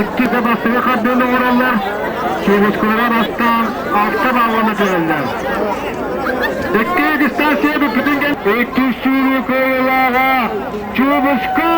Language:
Yakut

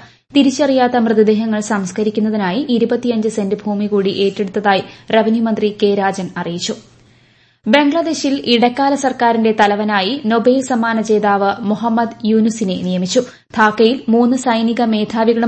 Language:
Malayalam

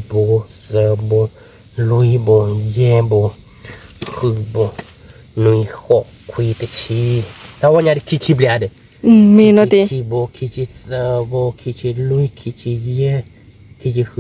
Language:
S'gaw Karen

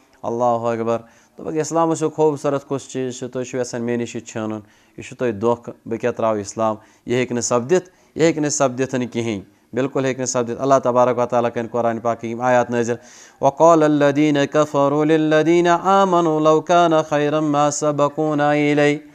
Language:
Kashmiri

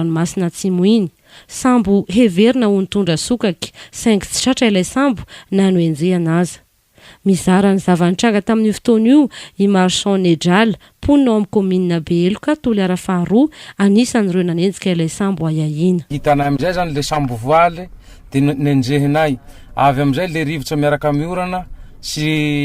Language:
Malagasy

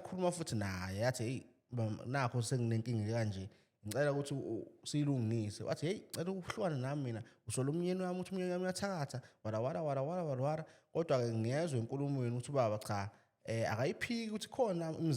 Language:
Zulu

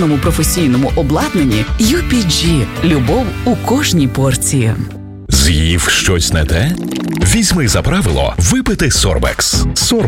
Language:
Ukrainian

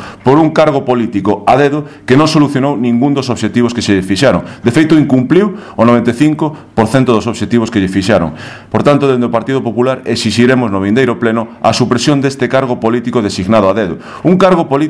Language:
Galician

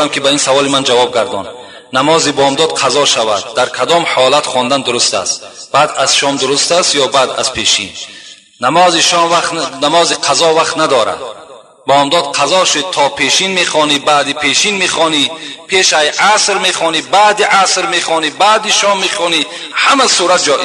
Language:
Tajik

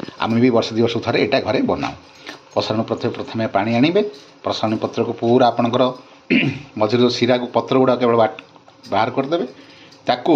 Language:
Odia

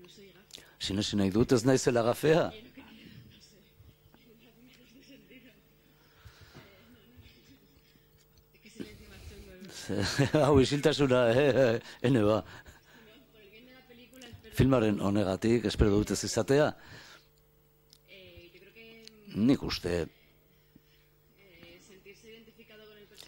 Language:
Basque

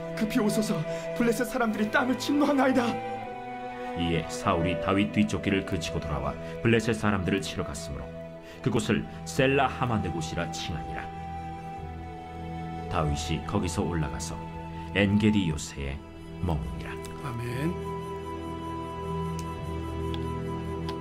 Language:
Korean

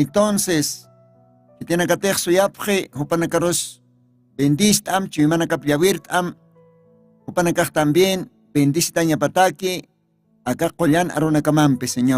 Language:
Aymara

